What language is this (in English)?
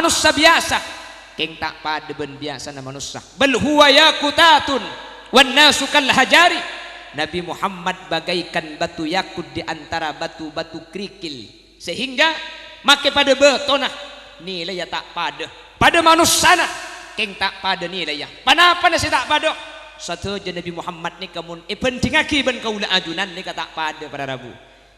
Madurese